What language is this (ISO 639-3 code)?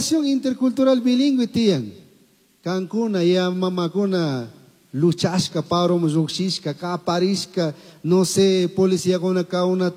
qug